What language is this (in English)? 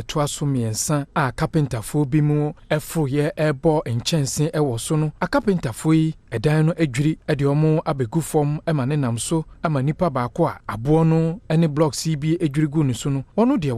Akan